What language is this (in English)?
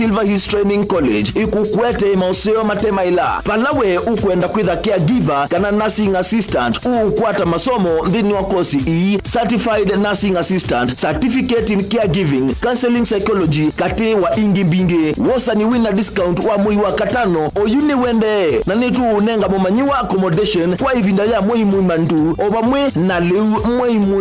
Kamba